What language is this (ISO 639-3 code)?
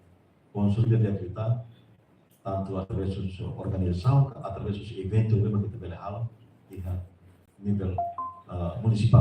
tet